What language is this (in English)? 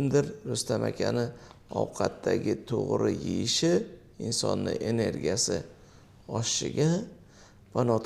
Uzbek